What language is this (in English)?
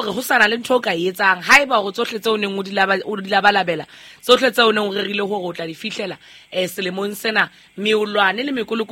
Southern Sotho